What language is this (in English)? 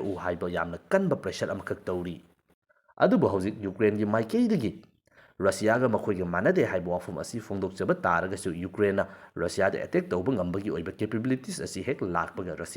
Manipuri